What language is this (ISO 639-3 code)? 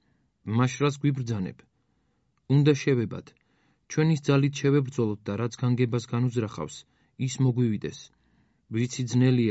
kat